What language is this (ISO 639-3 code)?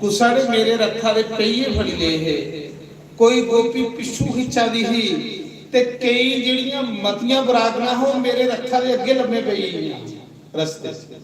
doi